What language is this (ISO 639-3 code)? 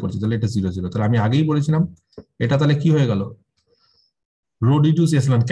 ben